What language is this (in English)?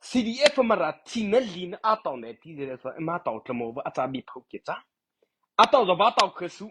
Mara Chin